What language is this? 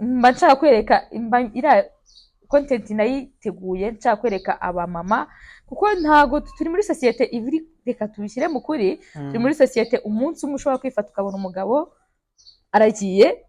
Kinyarwanda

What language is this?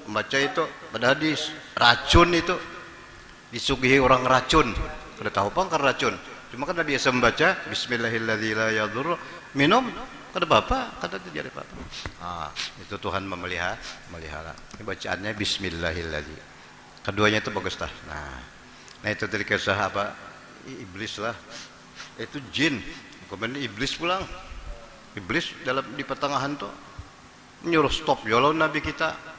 Banjar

